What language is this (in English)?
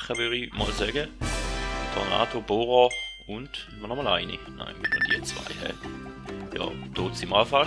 Swiss German